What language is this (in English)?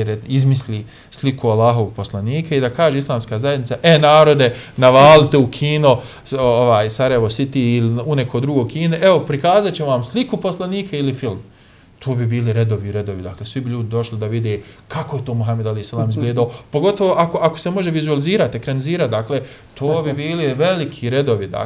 Bosnian